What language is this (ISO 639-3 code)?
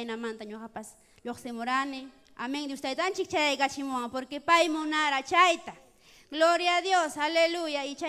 quy